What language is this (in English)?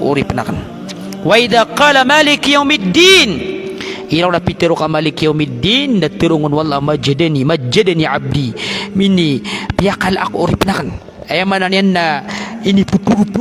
Maranao